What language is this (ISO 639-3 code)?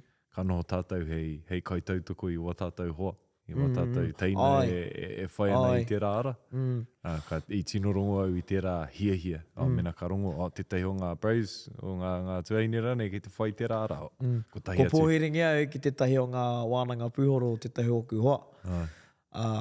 mri